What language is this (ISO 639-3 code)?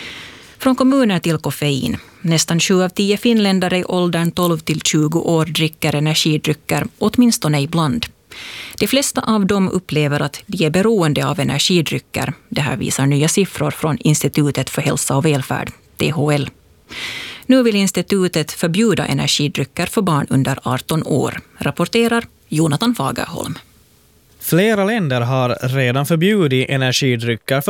swe